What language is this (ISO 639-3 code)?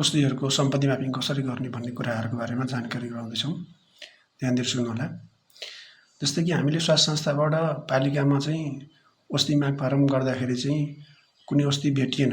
nep